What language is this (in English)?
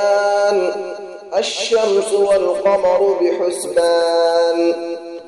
Arabic